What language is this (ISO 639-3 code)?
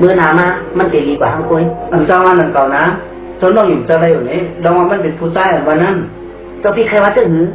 shn